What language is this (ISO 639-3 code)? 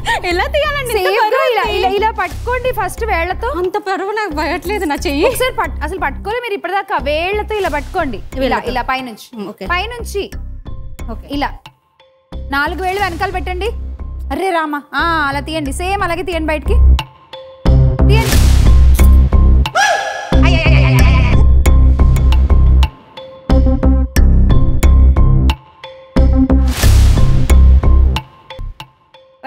tel